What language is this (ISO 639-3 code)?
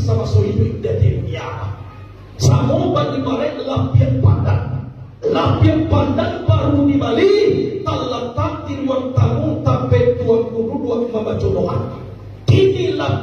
min